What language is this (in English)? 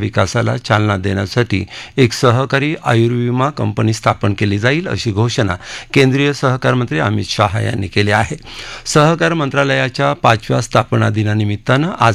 Marathi